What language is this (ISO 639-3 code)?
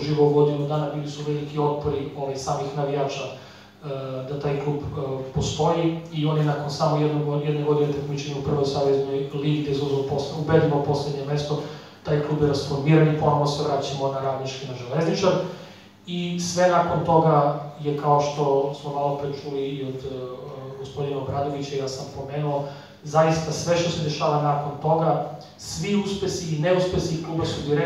srp